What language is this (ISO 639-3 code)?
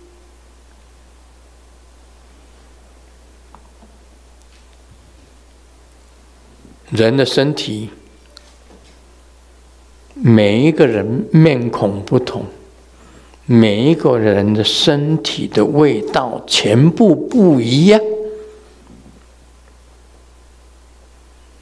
zho